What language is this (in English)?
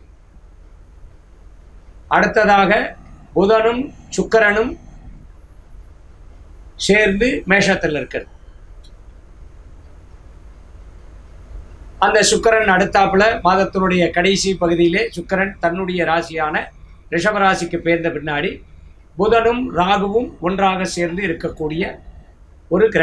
Tamil